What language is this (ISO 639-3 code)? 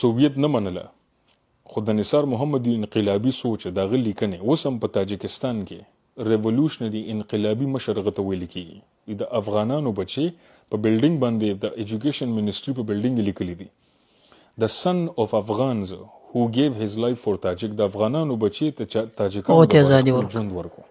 pus